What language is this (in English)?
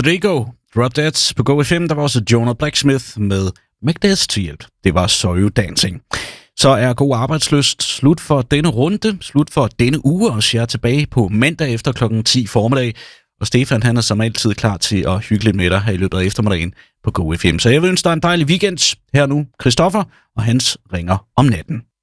Danish